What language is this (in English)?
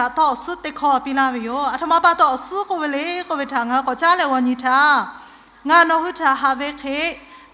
Lahu